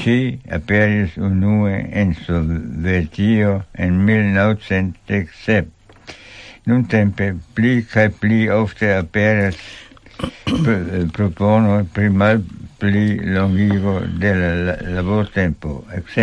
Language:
Esperanto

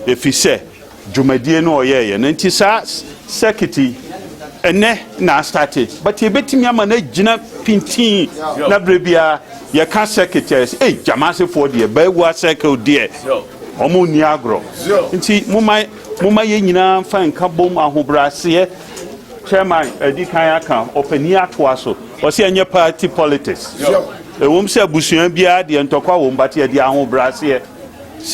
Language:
Akan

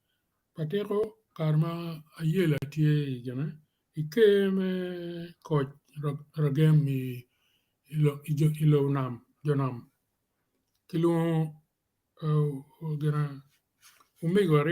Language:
Acoli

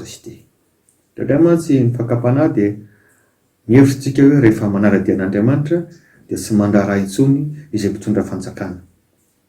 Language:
Malagasy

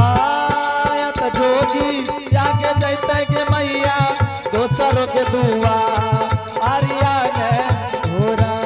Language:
Angika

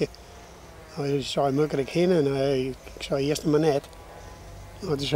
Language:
Western Frisian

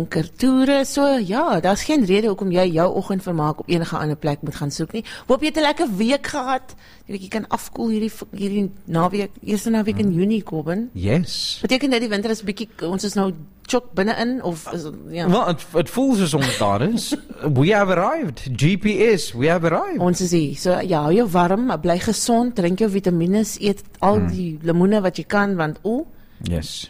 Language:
Afrikaans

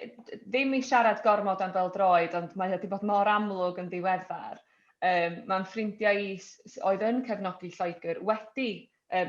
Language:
Welsh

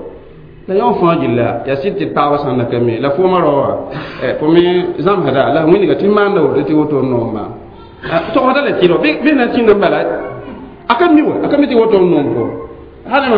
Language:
Mossi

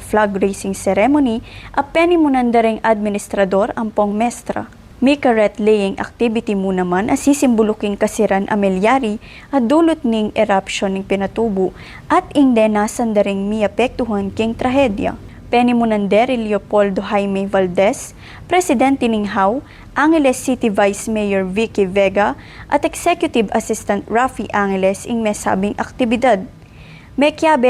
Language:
Pampanga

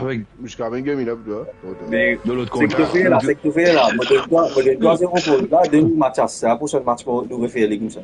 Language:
Morisyen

